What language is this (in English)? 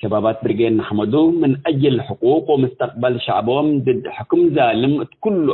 Tigre